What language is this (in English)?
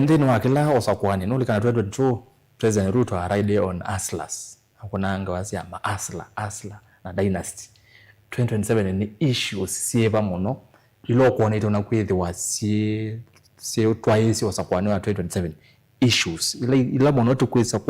Kamba